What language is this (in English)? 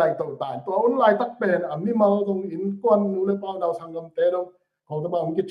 Tedim Chin